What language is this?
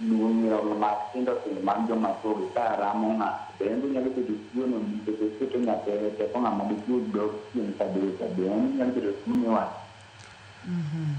Luo (Kenya and Tanzania)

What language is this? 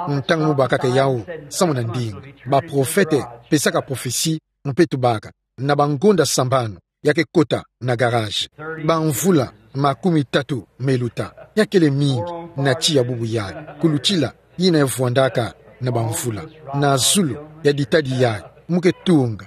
Kituba (Democratic Republic of Congo)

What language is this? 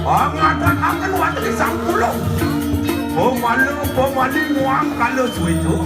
Balinese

